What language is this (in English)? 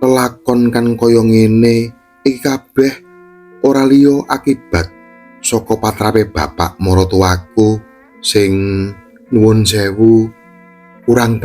Javanese